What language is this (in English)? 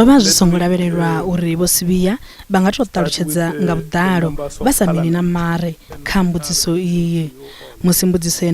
Venda